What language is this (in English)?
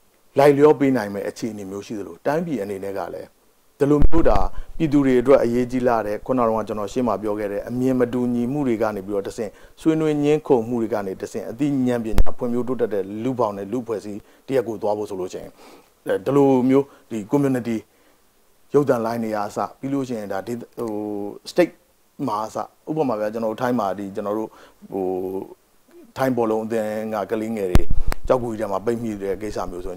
Burmese